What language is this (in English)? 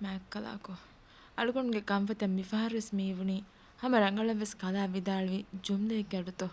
Divehi